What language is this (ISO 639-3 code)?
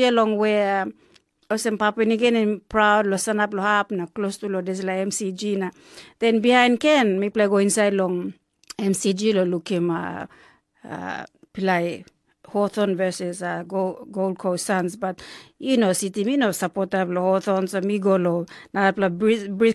tpi